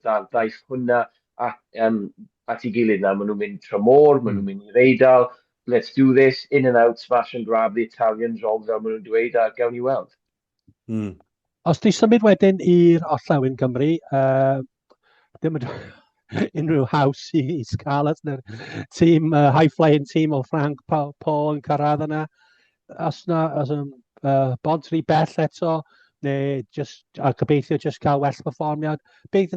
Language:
Welsh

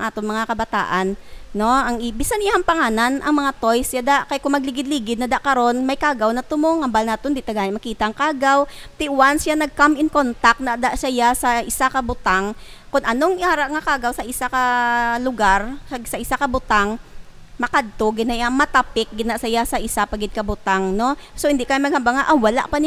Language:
Hiligaynon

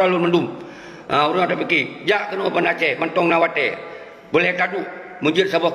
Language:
Achinese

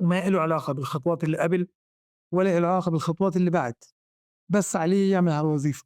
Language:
North Levantine Arabic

